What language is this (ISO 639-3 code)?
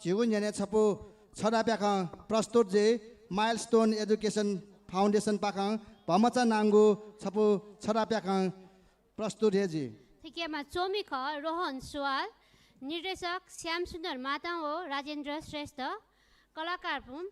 new